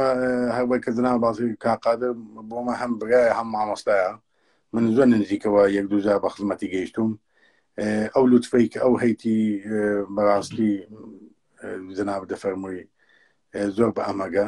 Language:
Central Kurdish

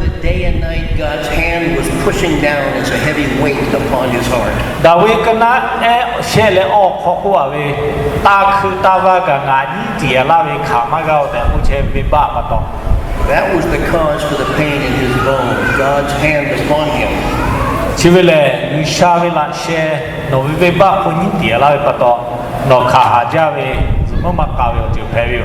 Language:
Lahu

